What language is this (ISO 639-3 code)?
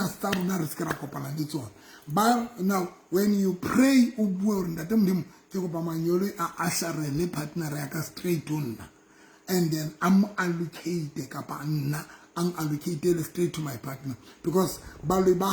sot